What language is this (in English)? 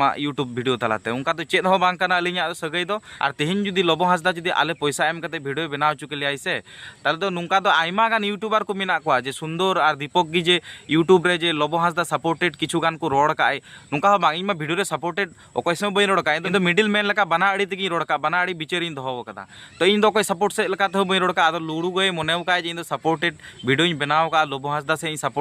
Santali